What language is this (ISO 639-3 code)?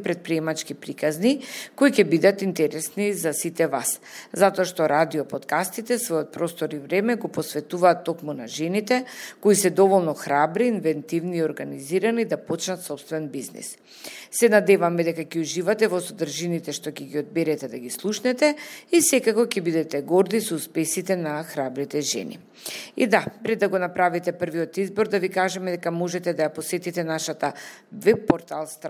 mkd